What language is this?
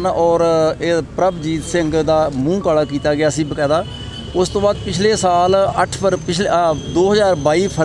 Punjabi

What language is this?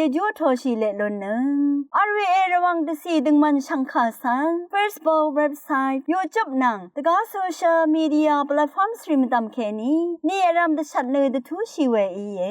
Rawang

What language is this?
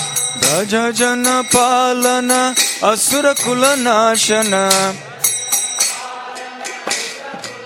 Hindi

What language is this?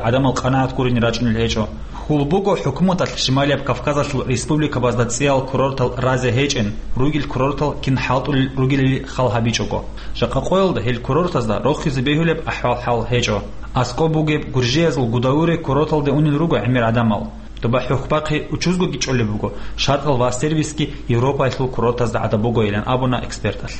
Avaric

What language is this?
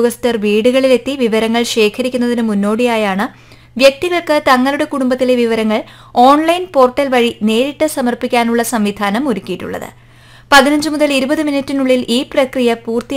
Malayalam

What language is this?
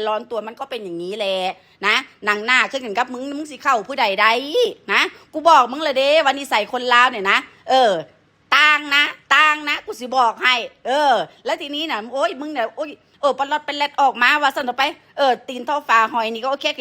Northeastern Thai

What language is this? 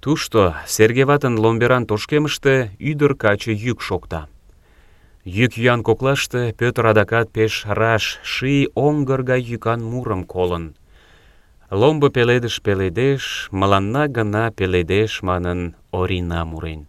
Mari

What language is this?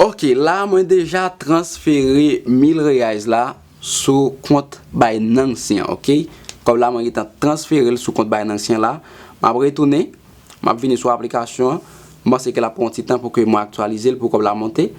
Haitian Creole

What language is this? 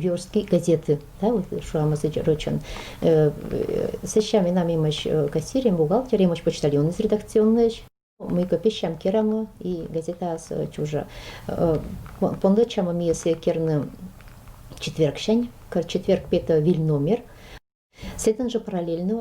Komi-Permyak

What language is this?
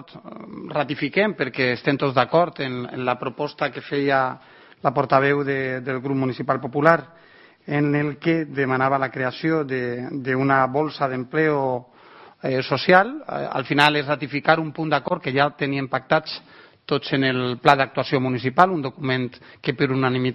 Catalan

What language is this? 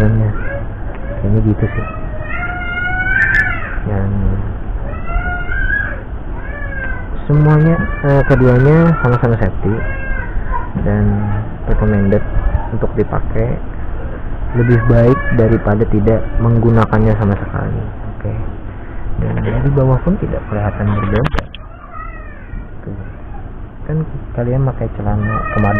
Indonesian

